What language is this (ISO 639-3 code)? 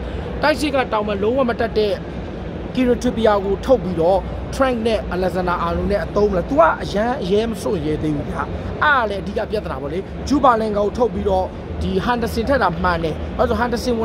mya